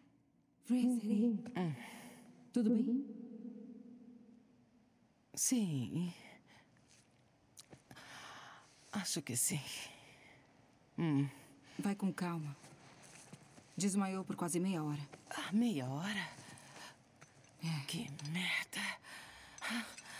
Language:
Portuguese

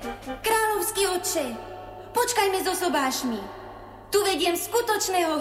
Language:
Slovak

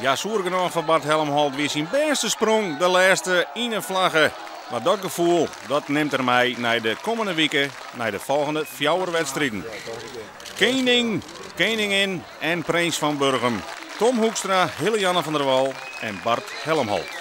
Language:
Western Frisian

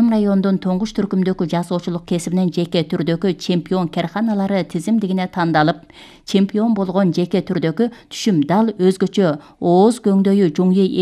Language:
Kyrgyz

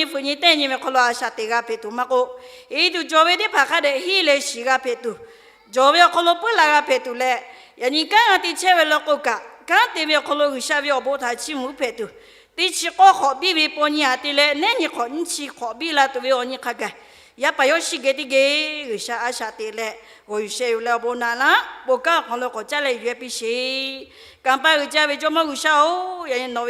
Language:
Lahu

